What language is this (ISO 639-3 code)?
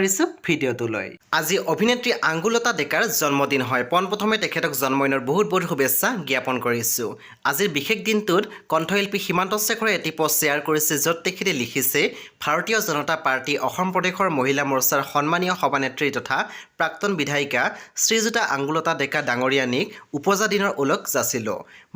asm